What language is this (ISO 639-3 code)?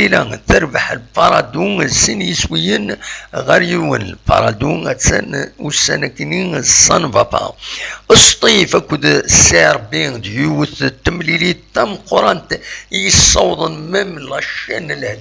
kab